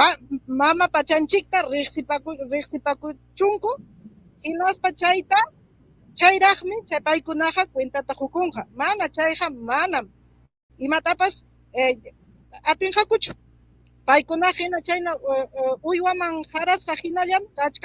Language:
Ayacucho Quechua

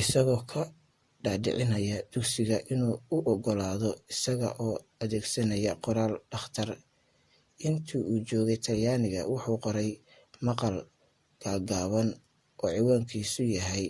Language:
Somali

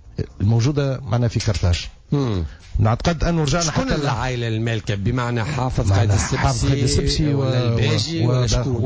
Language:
Tunisian Arabic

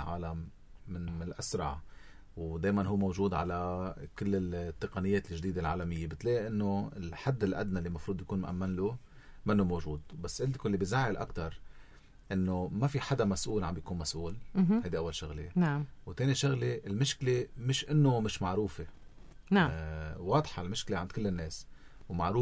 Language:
North Levantine Arabic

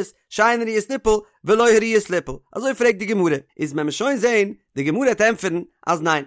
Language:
Yiddish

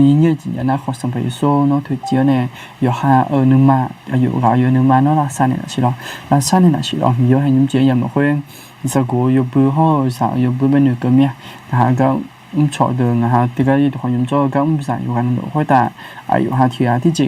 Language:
Akha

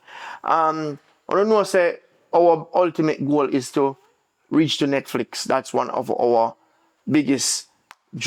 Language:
Jamaican Creole English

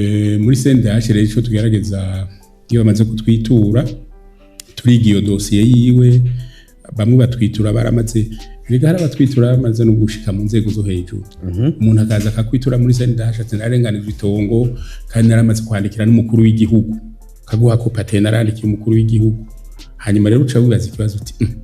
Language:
Rundi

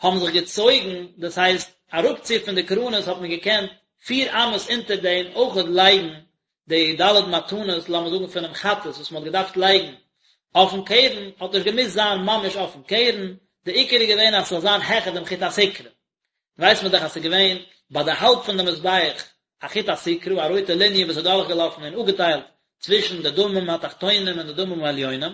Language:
Yiddish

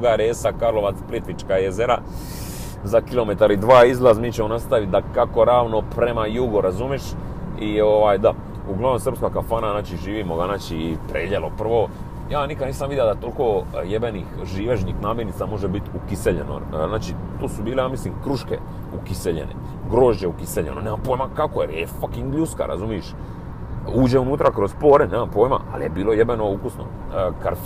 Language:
Croatian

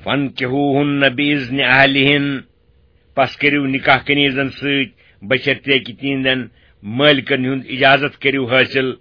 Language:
Kashmiri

